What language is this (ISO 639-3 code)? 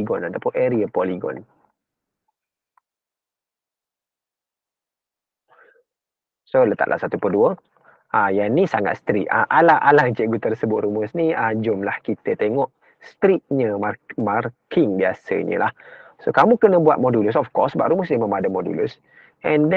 msa